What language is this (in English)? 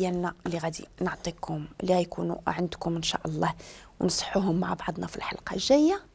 Moroccan Arabic